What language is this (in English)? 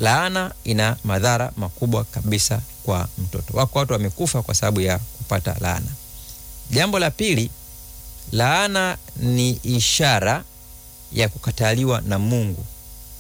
Swahili